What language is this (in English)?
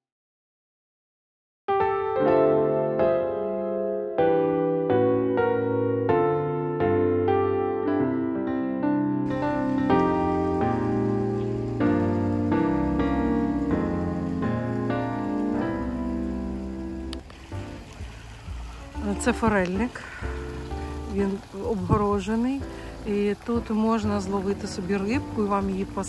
Ukrainian